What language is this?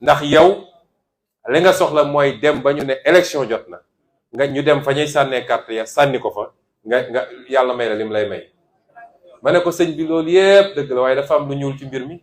Wolof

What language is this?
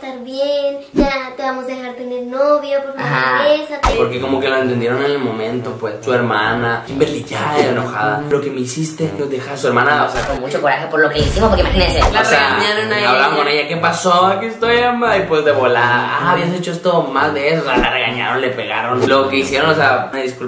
Spanish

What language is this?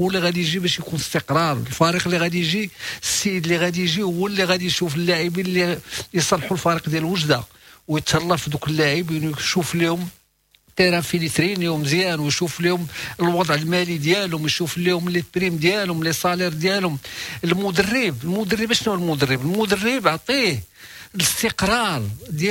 Moroccan Arabic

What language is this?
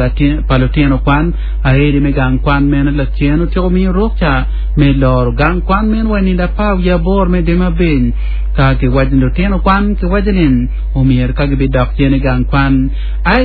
Acoli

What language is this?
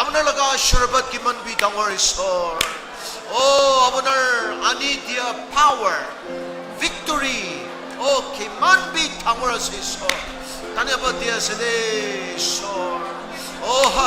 Naga Pidgin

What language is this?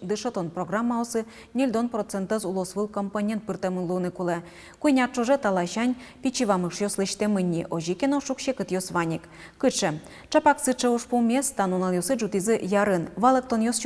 Udmurt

